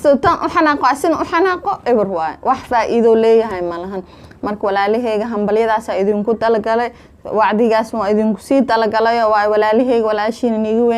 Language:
Somali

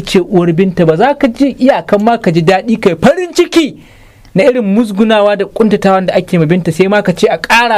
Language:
Hausa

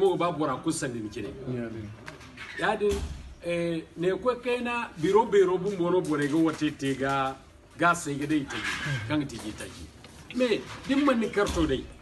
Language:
Zarma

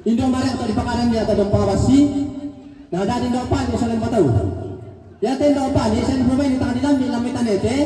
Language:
Toraja-Sa'dan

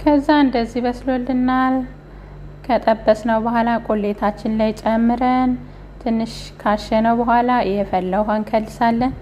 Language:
Amharic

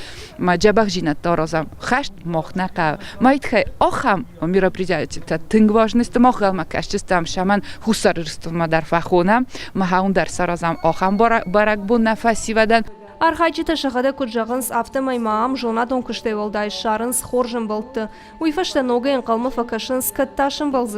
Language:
Ossetic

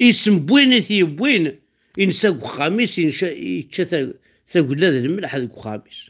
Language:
Kabyle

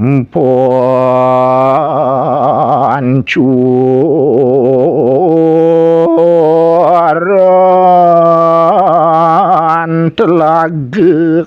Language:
Balinese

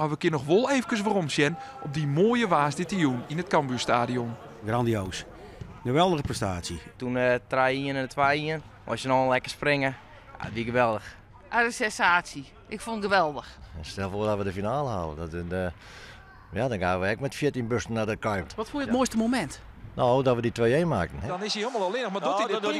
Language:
Western Frisian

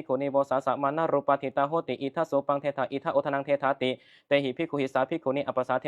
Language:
Pali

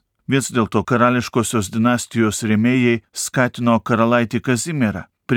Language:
Lithuanian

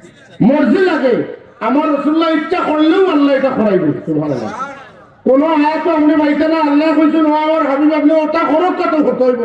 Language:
Sylheti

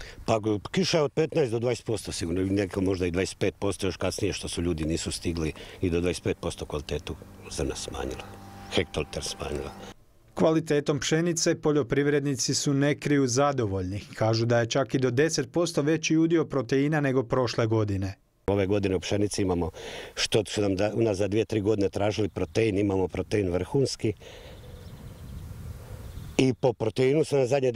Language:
Croatian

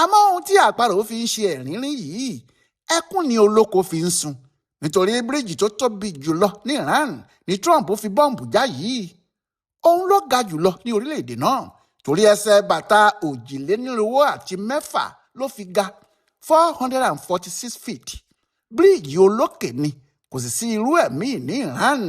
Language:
Yoruba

